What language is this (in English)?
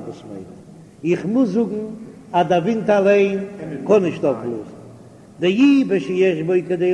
Yiddish